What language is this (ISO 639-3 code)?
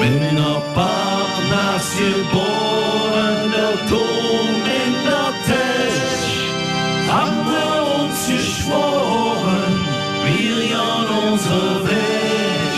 lim